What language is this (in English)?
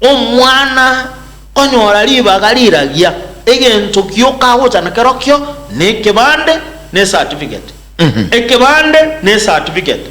Gusii